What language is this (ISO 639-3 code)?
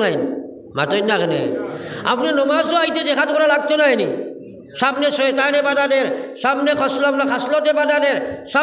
syl